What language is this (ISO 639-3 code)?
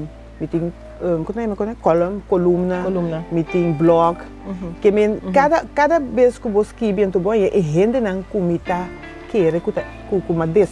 pap